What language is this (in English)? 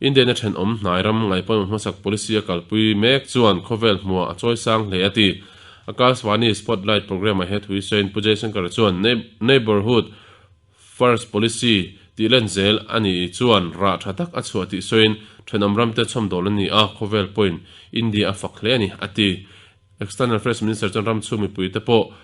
Mizo